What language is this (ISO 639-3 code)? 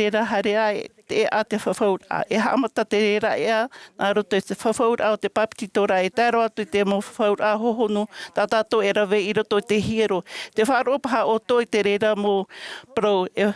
tah